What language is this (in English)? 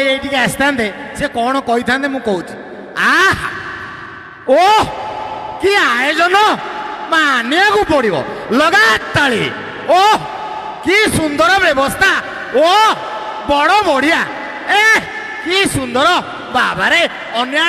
Odia